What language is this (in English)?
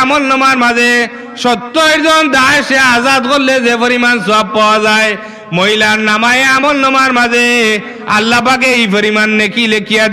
Sylheti